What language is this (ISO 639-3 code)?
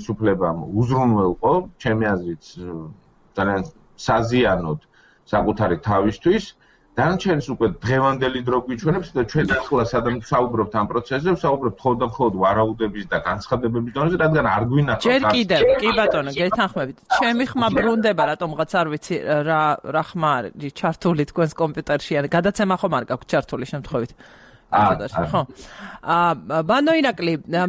kat